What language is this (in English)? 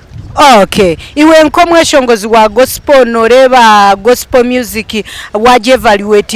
Nyankole